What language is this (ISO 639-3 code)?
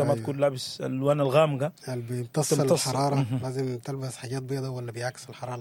apd